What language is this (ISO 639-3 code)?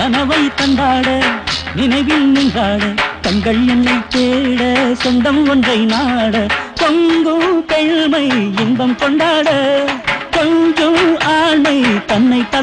tam